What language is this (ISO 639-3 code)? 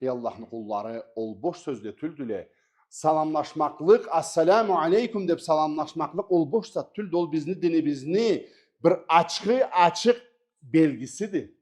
krc